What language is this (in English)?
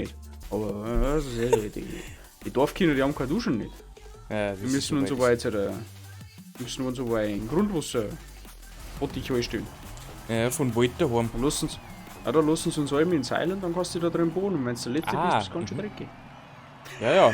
Bavarian